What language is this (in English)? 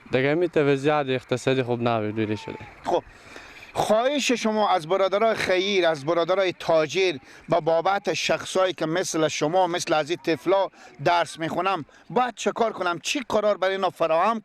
Persian